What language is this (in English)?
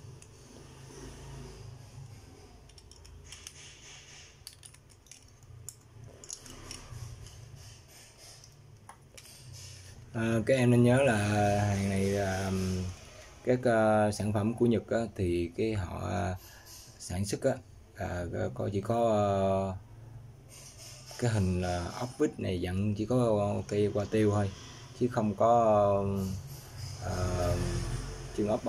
Vietnamese